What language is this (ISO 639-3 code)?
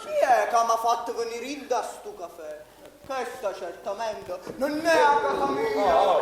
nap